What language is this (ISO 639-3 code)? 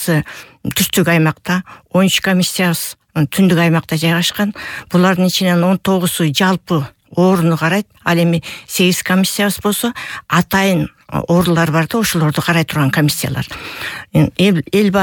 kir